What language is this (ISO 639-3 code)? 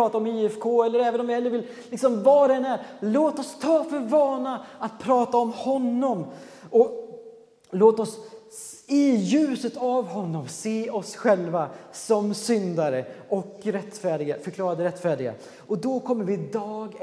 swe